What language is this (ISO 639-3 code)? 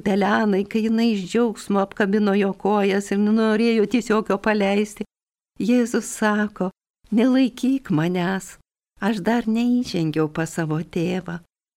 lit